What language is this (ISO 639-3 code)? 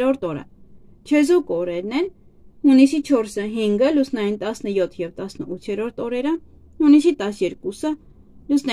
hye